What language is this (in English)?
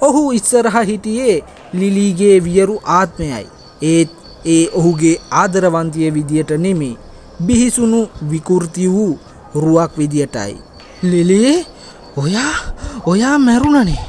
Sinhala